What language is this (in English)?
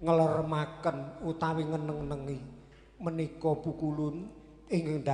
Javanese